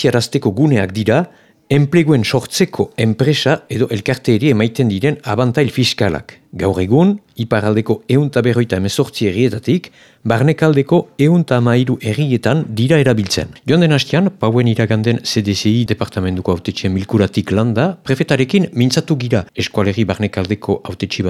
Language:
Basque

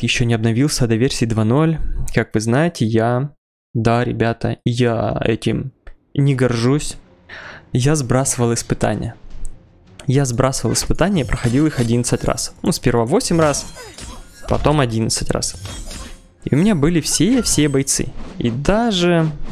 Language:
Russian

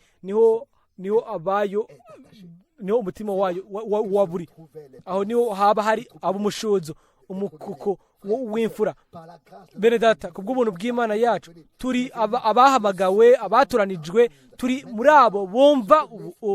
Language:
Rundi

